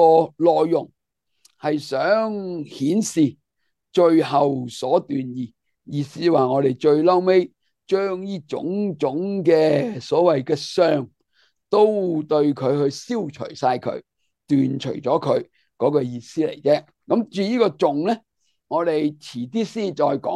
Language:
Cantonese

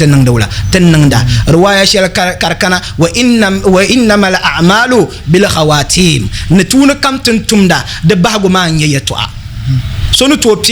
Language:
Dagbani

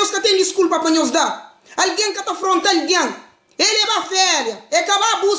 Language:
Kabuverdianu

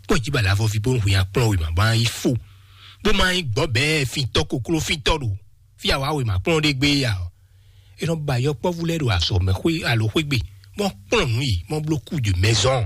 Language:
Fon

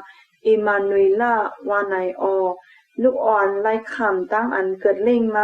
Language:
Shan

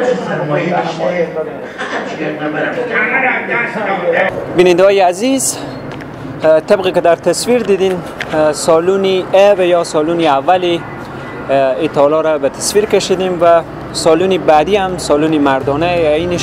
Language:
Persian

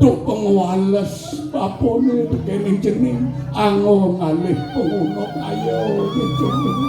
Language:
Balinese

